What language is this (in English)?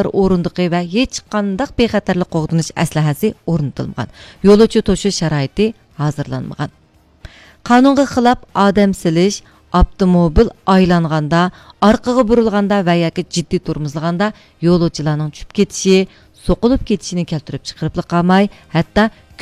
Uyghur